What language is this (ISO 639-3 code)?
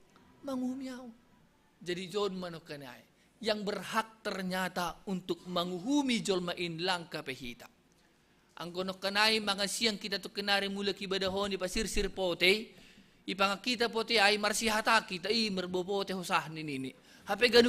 bts